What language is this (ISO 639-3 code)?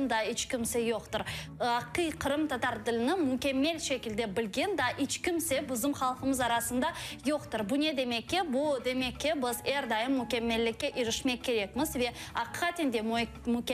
crh